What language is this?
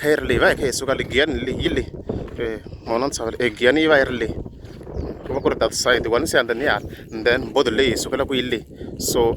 Tsonga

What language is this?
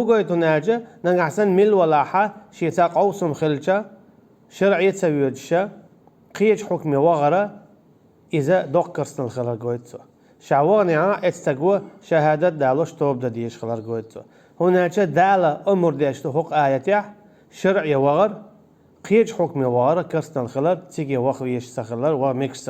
Chechen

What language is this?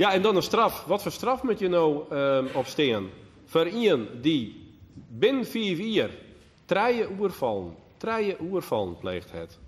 Western Frisian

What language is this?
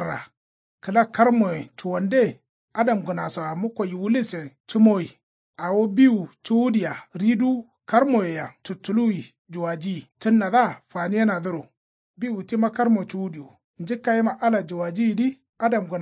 Kanuri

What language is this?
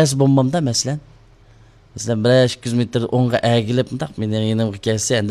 Uyghur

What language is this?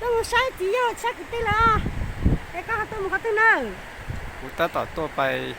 Hmong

